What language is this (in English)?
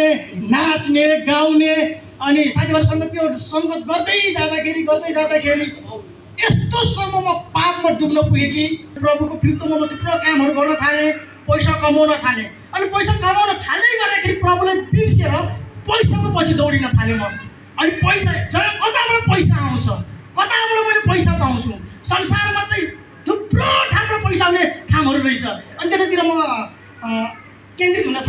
Nepali